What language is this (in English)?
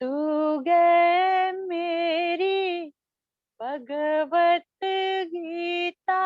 Dogri